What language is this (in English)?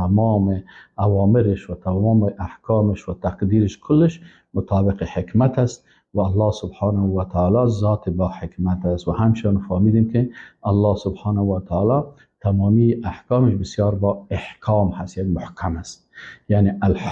Persian